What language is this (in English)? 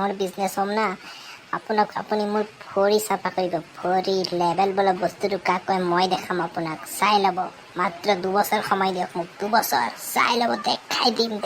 Assamese